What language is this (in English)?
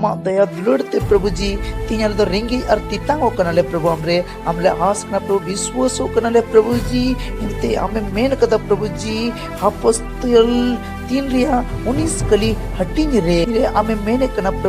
Santali